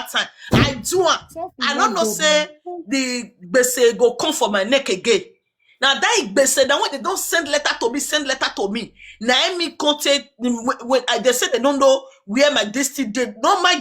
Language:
Nigerian Pidgin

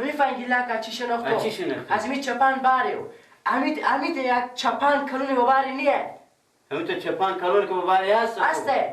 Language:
Persian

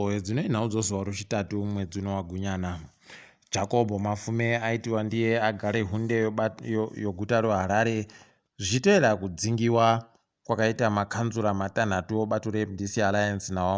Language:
Ndau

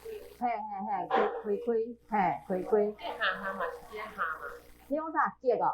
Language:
Min Nan Chinese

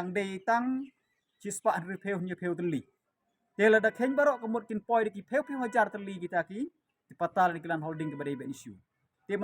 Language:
Khasi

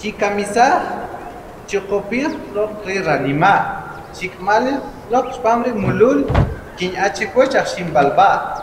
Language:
Kʼicheʼ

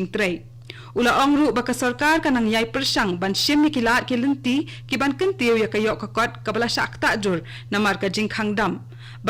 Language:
Khasi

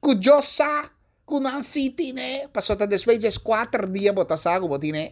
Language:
Papiamento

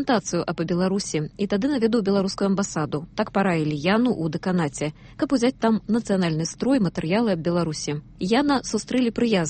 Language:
Belarusian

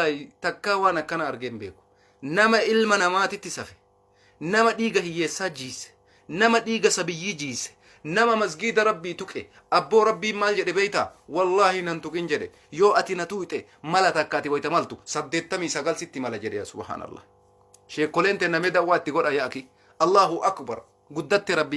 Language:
Oromo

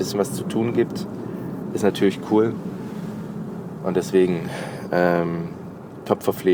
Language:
German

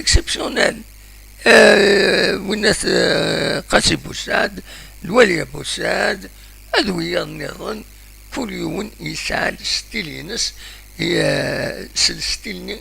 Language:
Kabyle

